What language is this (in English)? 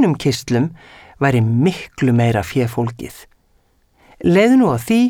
Icelandic